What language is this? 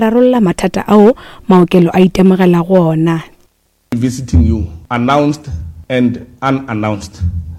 Northern Sotho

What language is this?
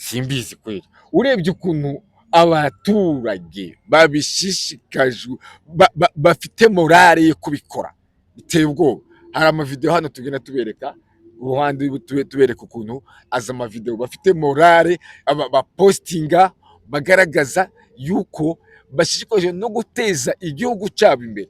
Kinyarwanda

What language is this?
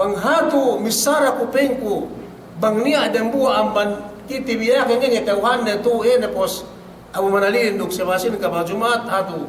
Yakan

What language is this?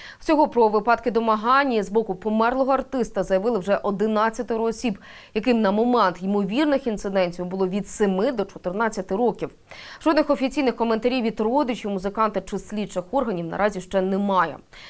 Ukrainian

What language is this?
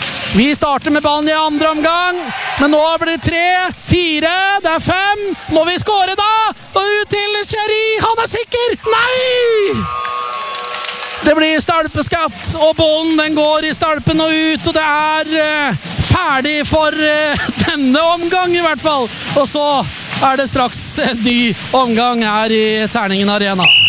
Norwegian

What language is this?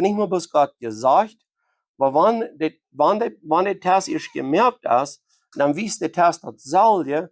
Plautdietsch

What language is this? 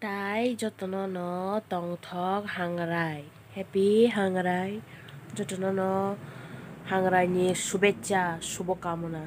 Kok Borok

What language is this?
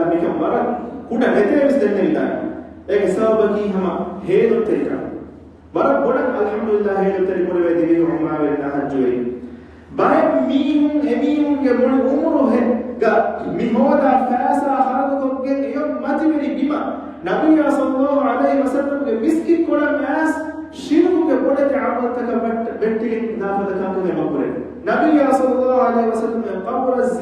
Divehi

